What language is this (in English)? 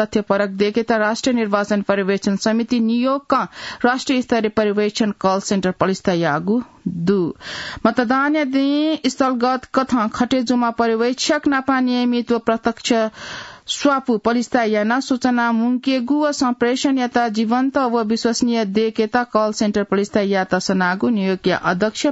Newari